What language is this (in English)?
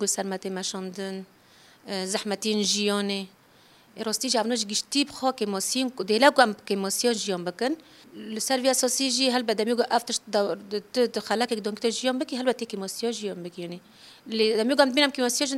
Kurdish